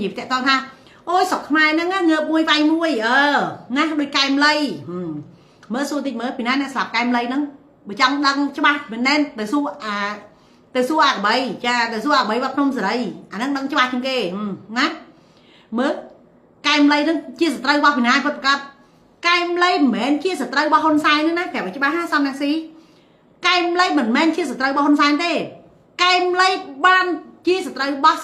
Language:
Khmer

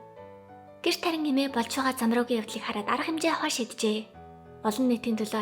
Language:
Mongolian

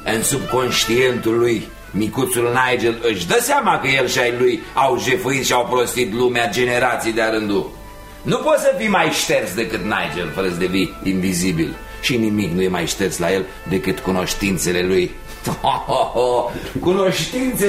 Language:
Romanian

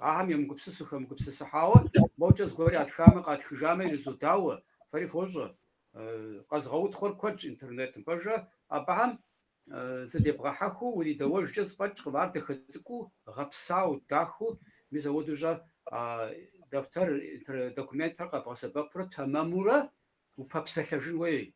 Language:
Kabardian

